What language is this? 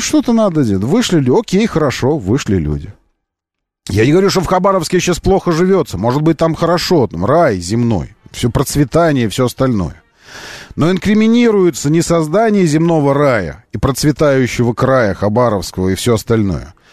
Russian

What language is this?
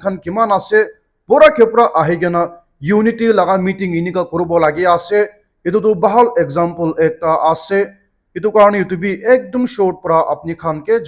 Naga Pidgin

